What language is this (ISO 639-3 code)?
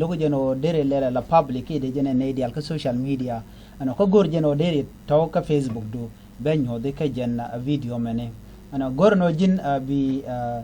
nus